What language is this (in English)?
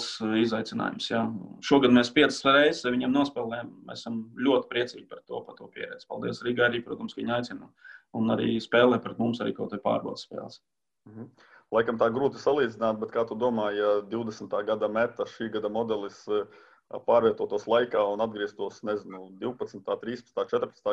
Latvian